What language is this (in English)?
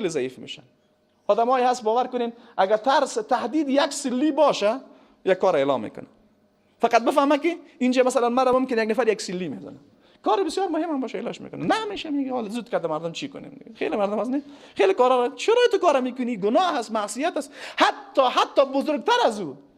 Persian